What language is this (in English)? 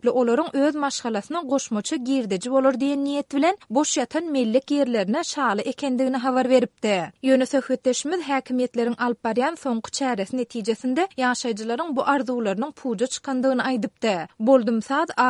Turkmen